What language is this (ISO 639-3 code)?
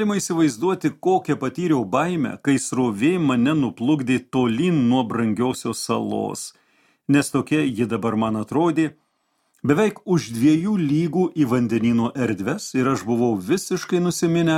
lit